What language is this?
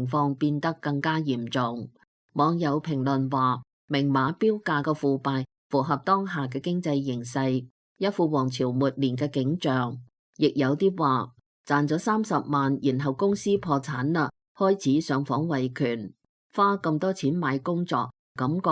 Cantonese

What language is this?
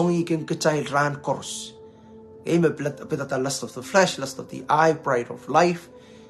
Pohnpeian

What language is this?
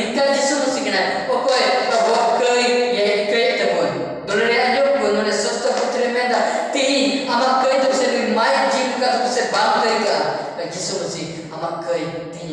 Santali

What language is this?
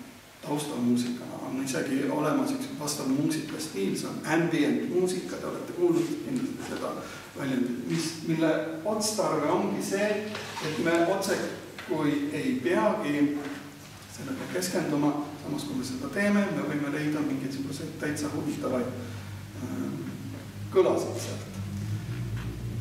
Estonian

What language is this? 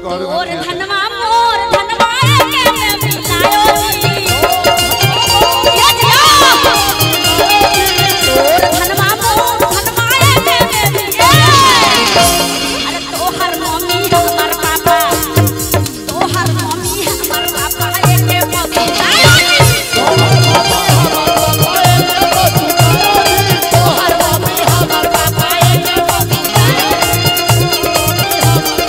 Bhojpuri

